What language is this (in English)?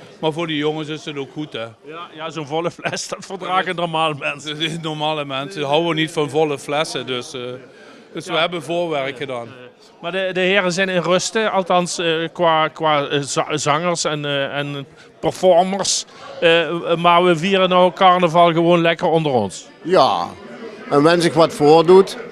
Limburgish